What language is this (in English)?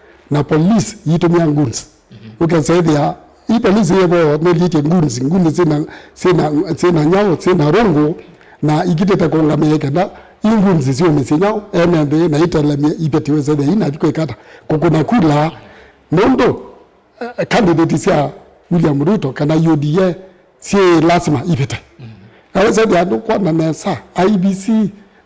Kamba